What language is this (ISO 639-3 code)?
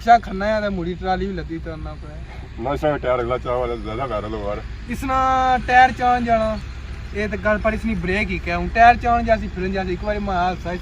phr